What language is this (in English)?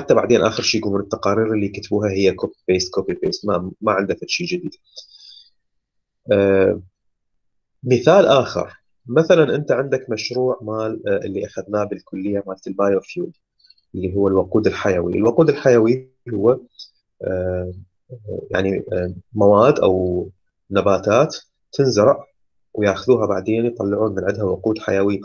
Mesopotamian Arabic